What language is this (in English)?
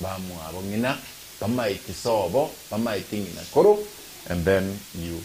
Gusii